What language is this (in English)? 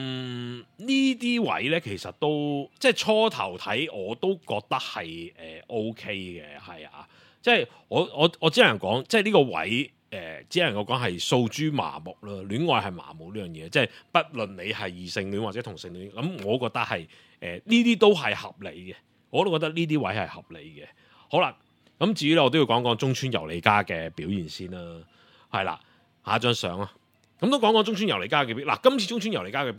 Cantonese